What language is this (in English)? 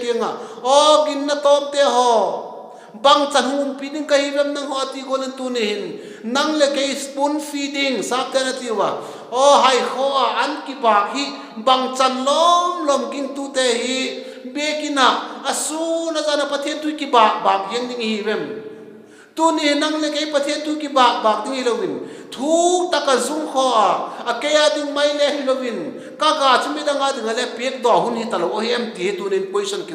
Vaiphei